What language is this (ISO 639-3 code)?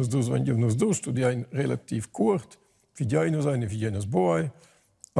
roh